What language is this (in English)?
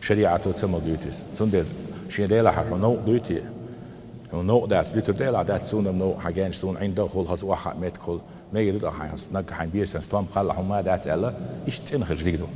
Chechen